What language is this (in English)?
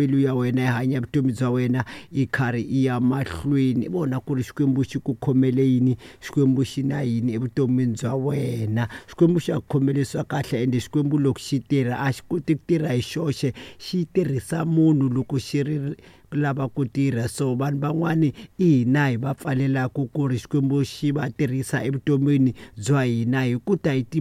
Tsonga